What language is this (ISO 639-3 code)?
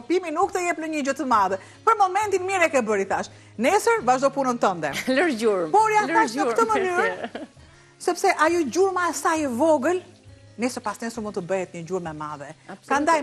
sqi